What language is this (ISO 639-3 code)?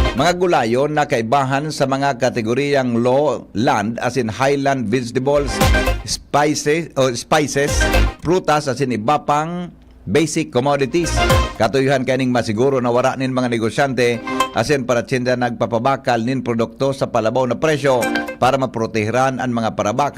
bik